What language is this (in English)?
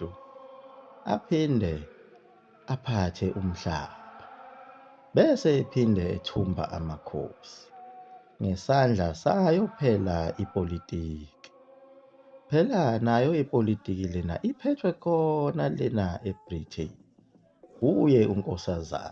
Zulu